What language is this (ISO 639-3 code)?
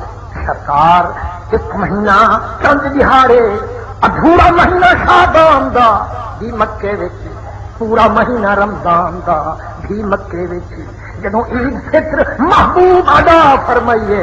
skr